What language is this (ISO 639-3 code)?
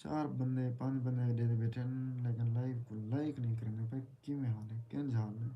skr